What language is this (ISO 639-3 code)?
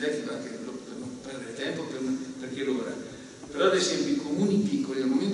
ita